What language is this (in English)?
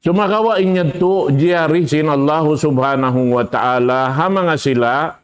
Tausug